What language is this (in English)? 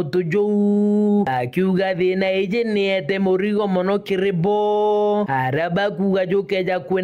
Meru